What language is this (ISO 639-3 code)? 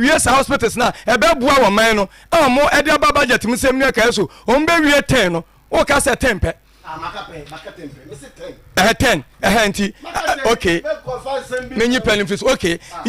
aka